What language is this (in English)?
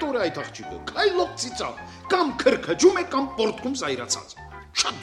Armenian